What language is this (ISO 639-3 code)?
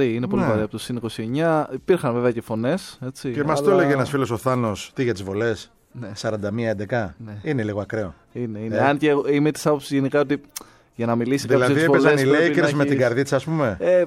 ell